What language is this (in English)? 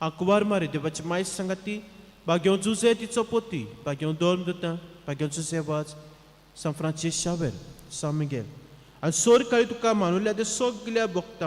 Konkani